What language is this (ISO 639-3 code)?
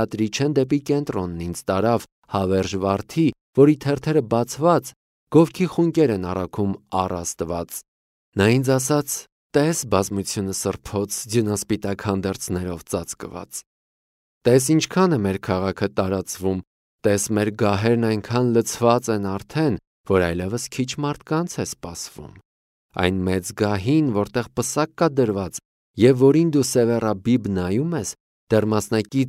hye